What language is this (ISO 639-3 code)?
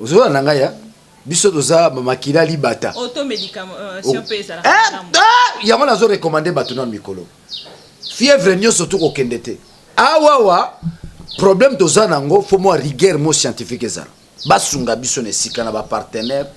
lin